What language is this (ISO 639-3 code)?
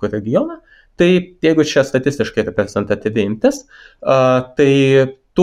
lit